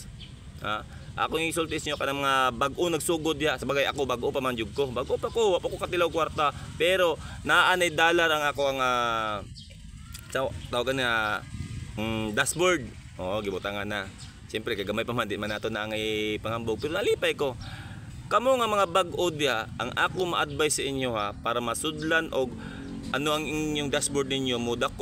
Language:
Cebuano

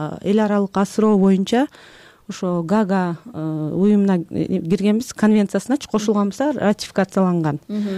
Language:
Kyrgyz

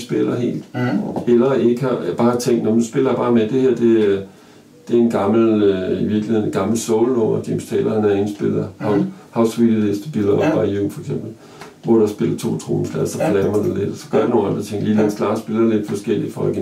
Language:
Danish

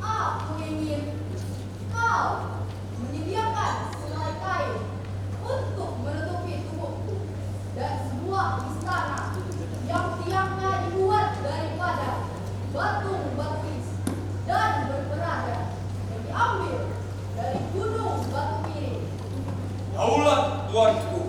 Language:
Banjar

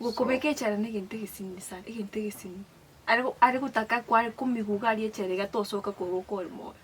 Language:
Gusii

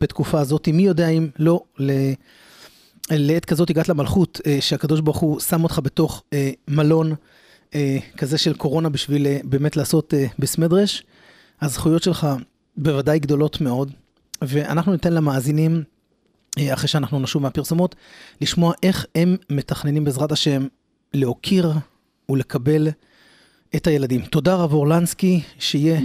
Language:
Hebrew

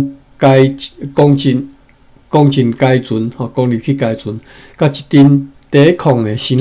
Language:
Min Nan Chinese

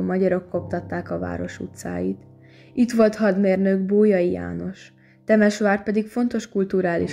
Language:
Hungarian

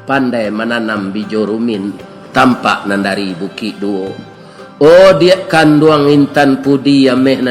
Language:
Minangkabau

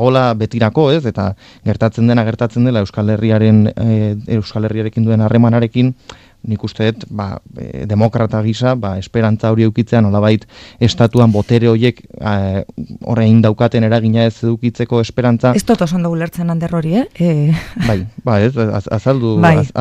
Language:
Basque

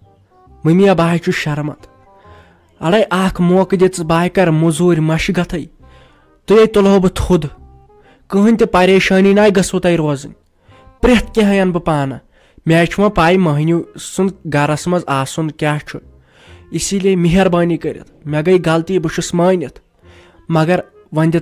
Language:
Kashmiri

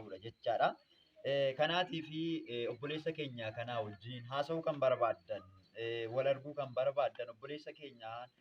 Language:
Oromo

